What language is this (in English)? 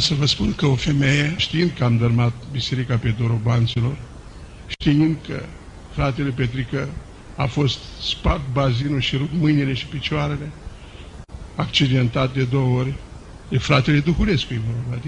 Romanian